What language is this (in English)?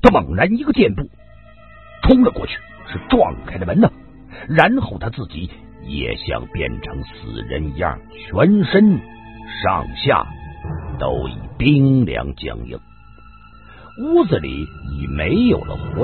Chinese